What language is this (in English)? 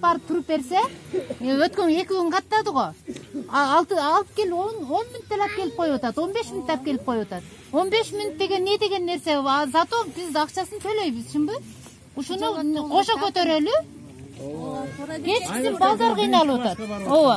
Kyrgyz